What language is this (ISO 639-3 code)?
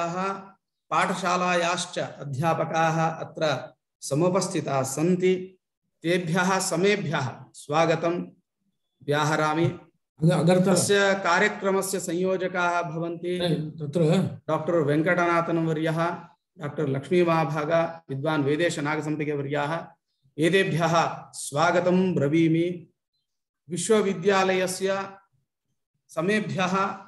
san